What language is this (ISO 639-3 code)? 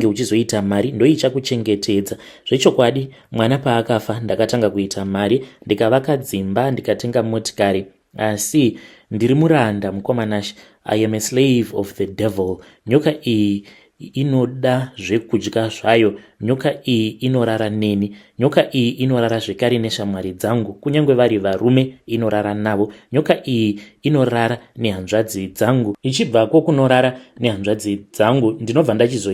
sna